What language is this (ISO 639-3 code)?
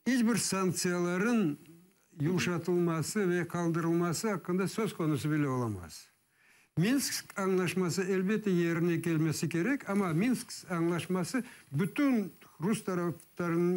crh